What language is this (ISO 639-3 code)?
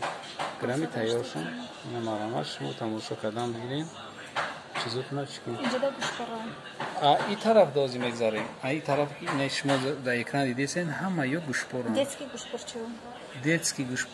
tgk